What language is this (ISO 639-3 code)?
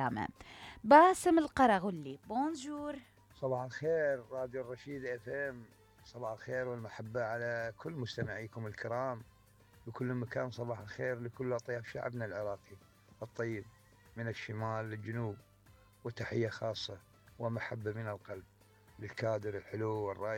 acm